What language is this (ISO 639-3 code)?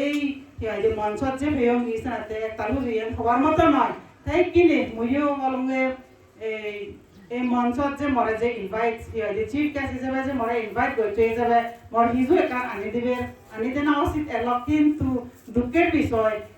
ccp